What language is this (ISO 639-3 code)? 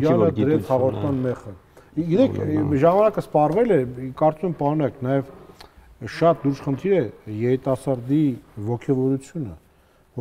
hye